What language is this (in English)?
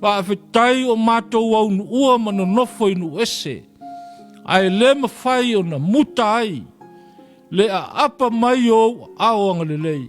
Samoan